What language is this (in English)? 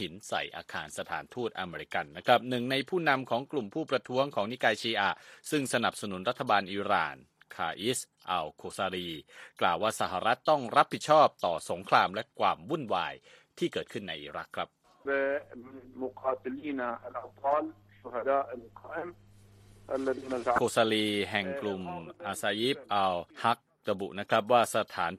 Thai